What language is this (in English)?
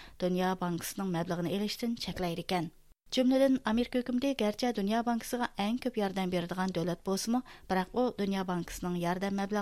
Uyghur